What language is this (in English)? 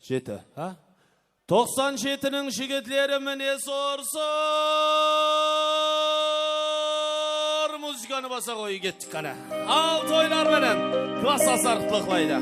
Kara-Kalpak